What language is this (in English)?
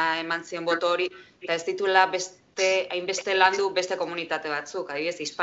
Basque